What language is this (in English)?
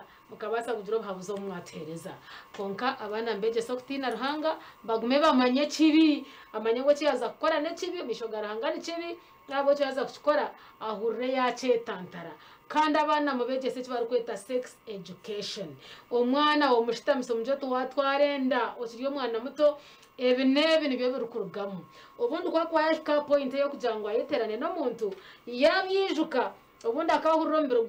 Nyankole